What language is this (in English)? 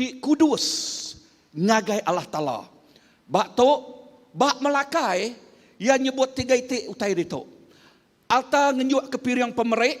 Iban